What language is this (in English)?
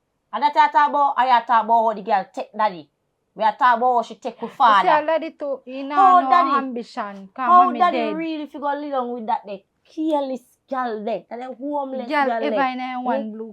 Jamaican Creole English